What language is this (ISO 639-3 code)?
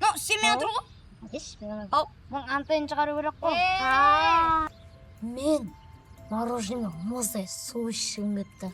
kaa